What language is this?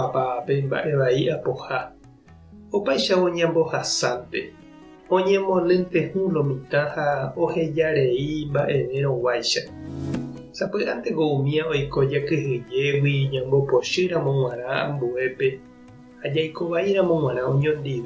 Guarani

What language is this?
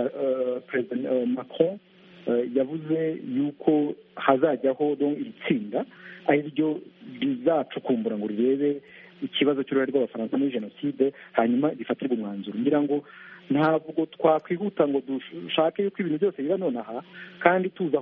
Kinyarwanda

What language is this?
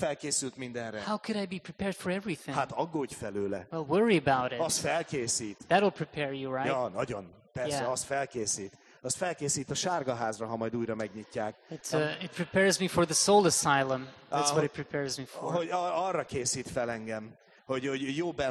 Hungarian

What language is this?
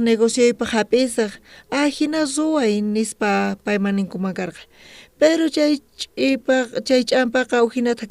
South Bolivian Quechua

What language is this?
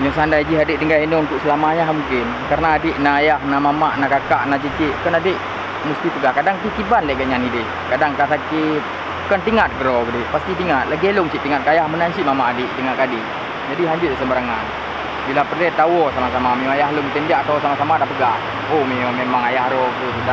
Achinese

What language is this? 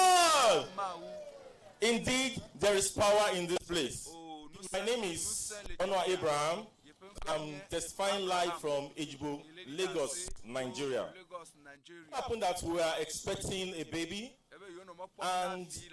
Ewe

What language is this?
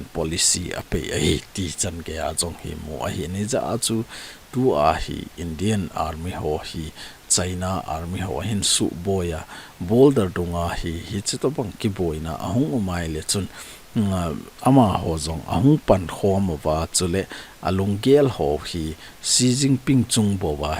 Thado Chin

